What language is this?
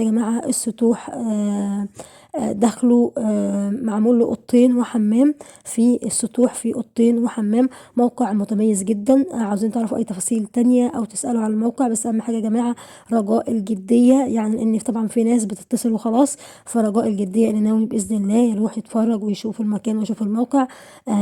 Egyptian Arabic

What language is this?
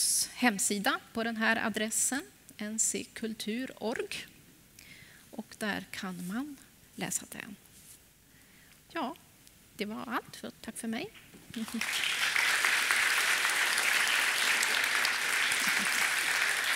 Swedish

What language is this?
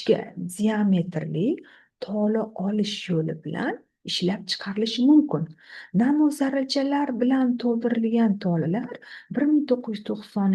Uzbek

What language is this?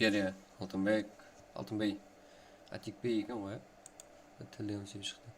Kara-Kalpak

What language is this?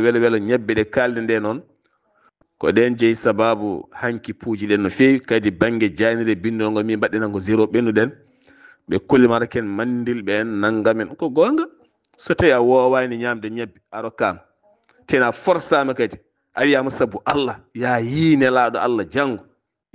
Fula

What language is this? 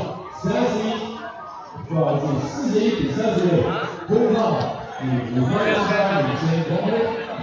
Chinese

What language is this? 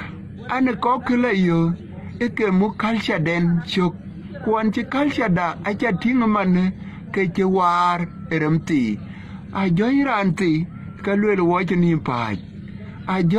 Dinka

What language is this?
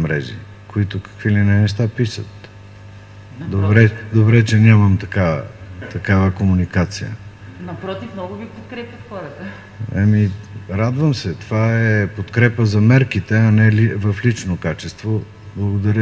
Bulgarian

